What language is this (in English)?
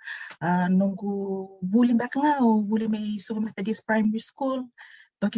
Fijian